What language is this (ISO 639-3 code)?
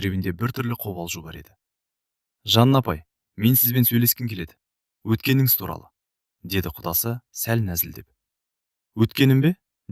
kaz